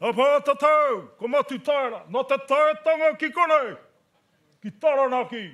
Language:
Māori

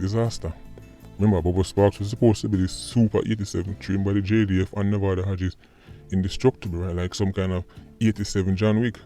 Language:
Jamaican Creole English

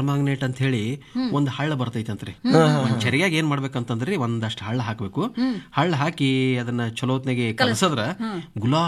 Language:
Kannada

